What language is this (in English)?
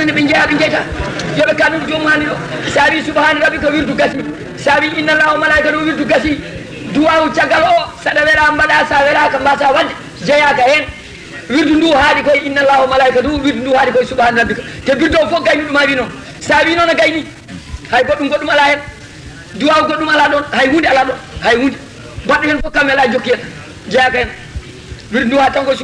Fula